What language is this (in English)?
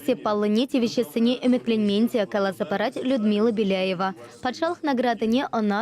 Chuvash